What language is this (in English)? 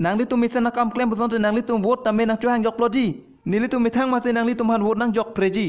Karbi